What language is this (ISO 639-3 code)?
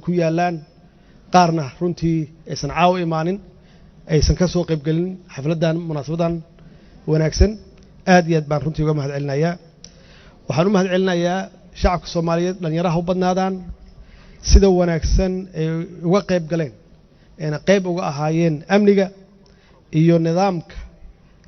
som